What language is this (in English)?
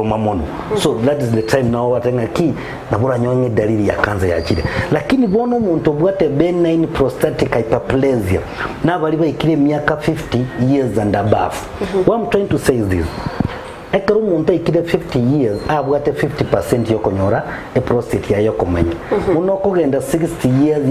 Gusii